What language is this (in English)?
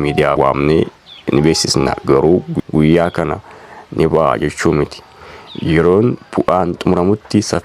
Oromo